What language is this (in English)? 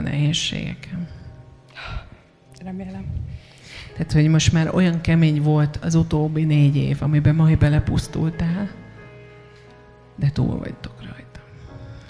Hungarian